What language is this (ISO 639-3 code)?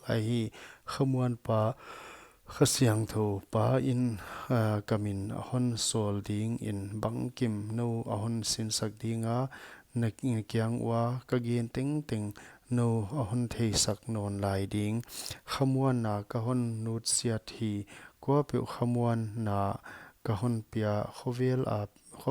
pck